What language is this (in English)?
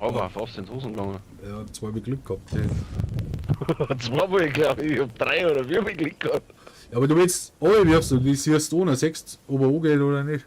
Bavarian